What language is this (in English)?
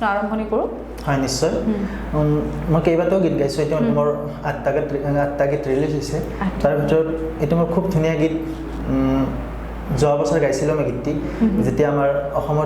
Assamese